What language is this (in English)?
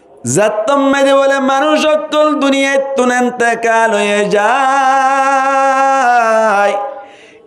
Rohingya